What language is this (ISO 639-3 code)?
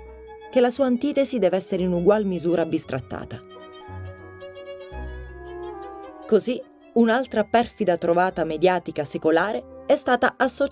ita